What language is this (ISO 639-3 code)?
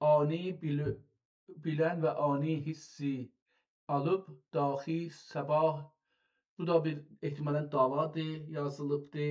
azb